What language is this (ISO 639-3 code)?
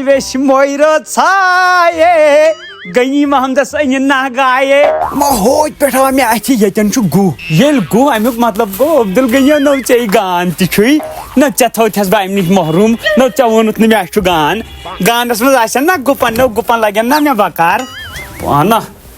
kas